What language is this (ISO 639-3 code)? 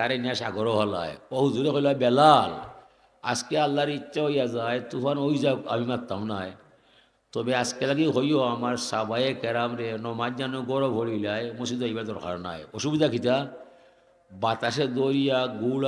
syl